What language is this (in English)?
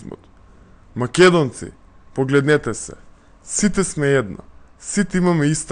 Macedonian